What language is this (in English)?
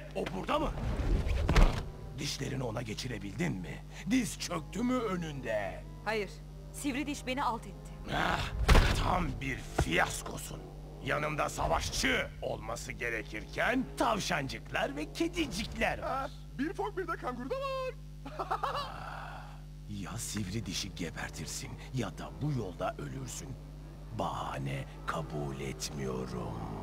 Turkish